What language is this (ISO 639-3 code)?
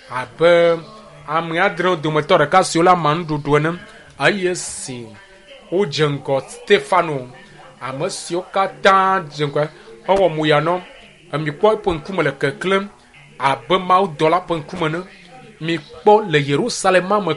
ewe